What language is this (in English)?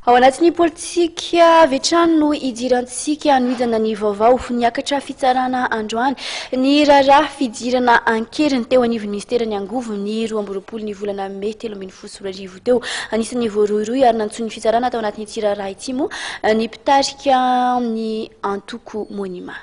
Malagasy